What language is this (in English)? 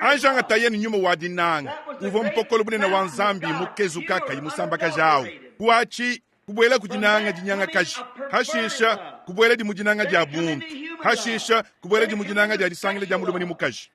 Luba-Lulua